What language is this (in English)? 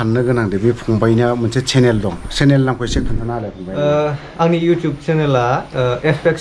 Bodo